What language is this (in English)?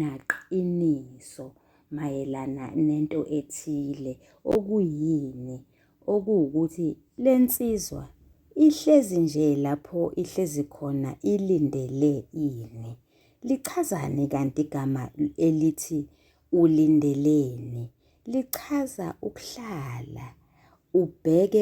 Zulu